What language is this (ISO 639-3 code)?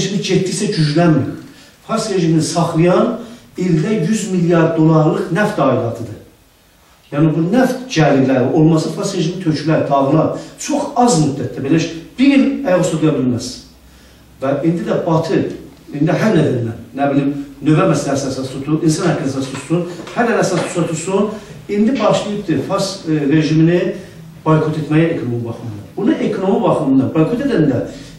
azb